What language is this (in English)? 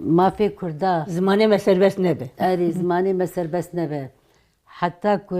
Kurdish